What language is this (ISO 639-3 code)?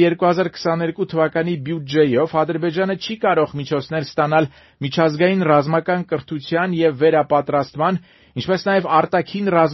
hye